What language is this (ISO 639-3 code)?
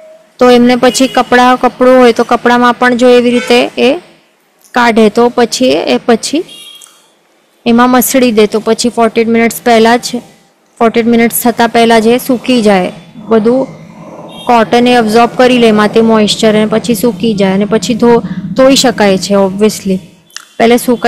guj